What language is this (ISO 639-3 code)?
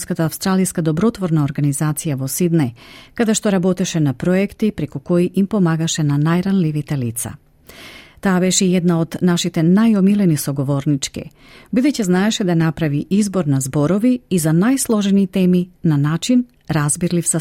mkd